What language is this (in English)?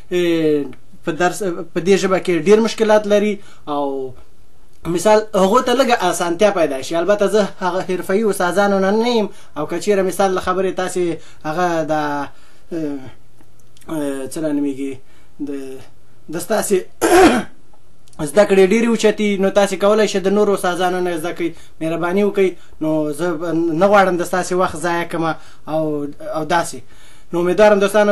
Pashto